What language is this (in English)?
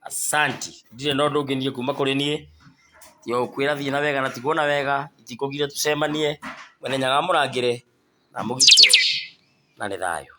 Kikuyu